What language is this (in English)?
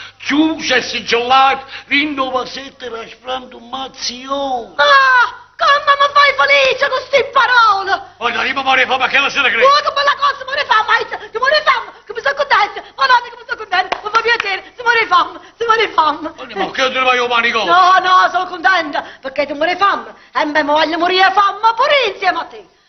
Neapolitan